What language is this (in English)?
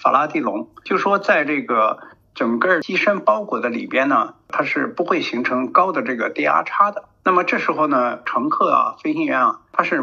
Chinese